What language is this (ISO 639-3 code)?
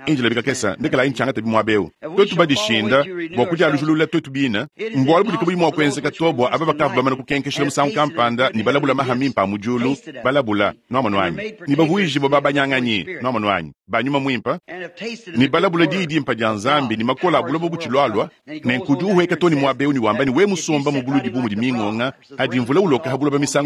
lua